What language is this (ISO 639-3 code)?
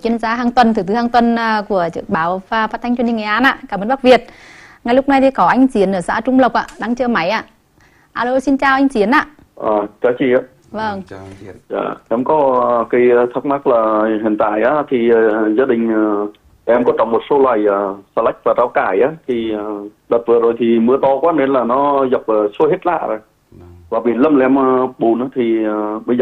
vie